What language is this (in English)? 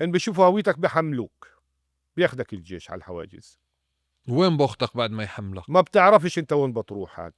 North Levantine Arabic